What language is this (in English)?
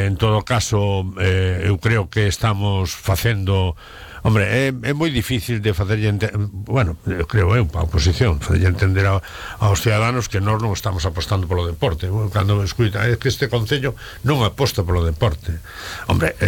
Galician